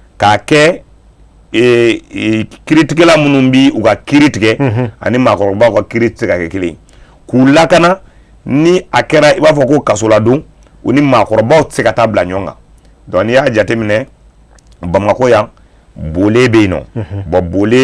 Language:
Bambara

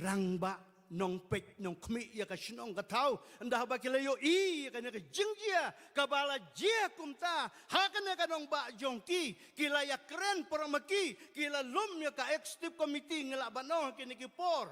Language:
Khasi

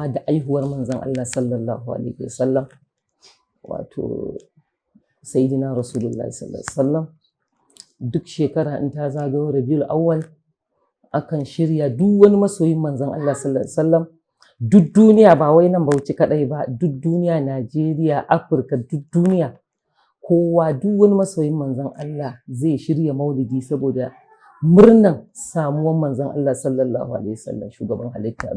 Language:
Hausa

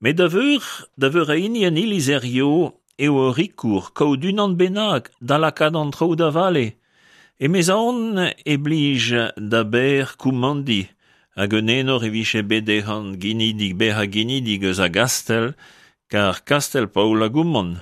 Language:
Breton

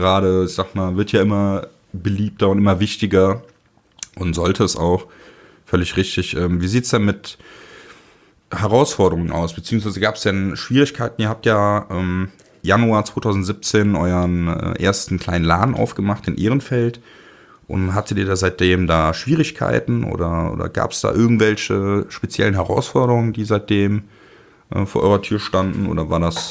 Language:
German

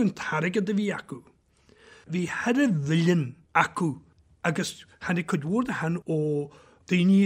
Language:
Irish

